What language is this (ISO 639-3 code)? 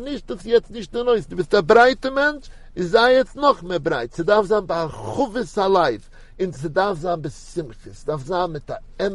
yid